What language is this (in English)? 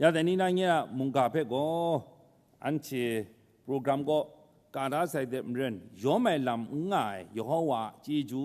Kachin